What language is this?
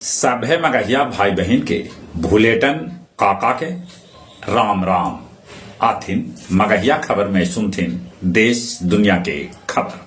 Magahi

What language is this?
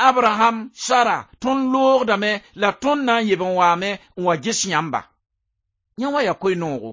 Mossi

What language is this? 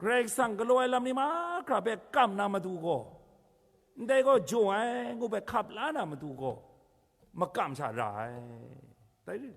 Kachin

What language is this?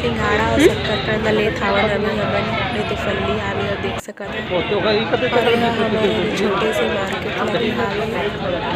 Chhattisgarhi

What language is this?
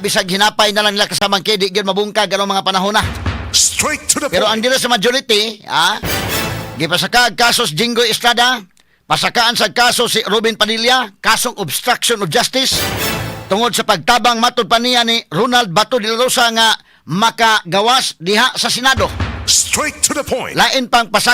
Cebuano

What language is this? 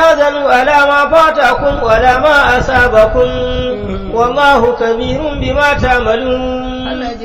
Hausa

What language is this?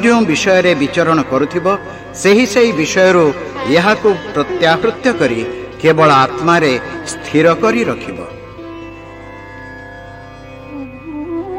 Odia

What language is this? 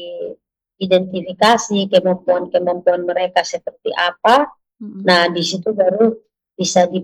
Indonesian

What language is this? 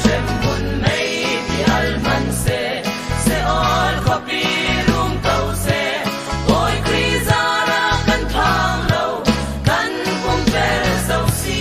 Falam Chin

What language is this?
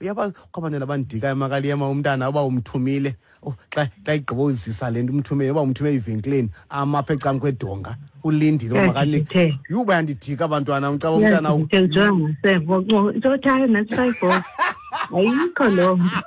Xhosa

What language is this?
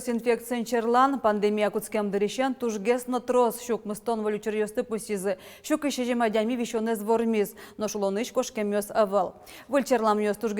Udmurt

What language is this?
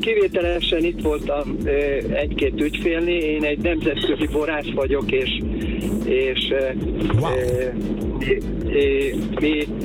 Hungarian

